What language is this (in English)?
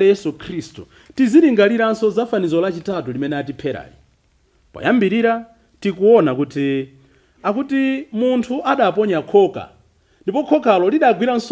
Nyanja